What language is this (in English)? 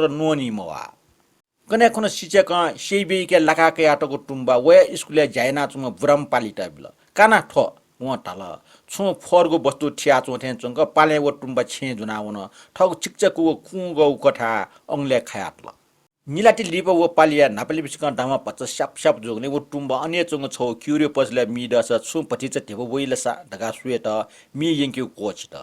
Newari